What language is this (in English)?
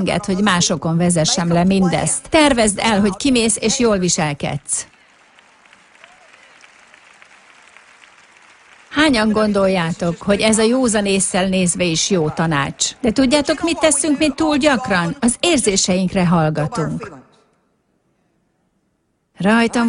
Hungarian